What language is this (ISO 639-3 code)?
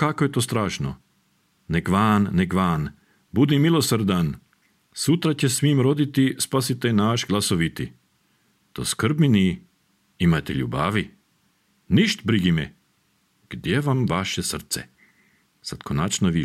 srp